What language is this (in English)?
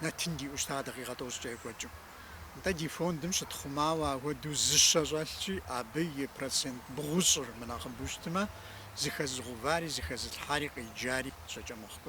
Kabardian